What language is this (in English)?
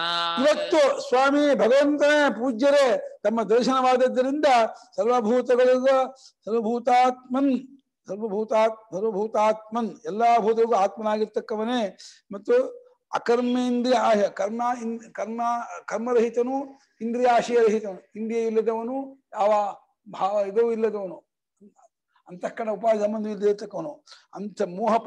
Kannada